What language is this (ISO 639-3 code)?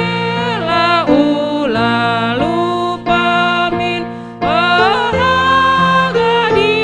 btx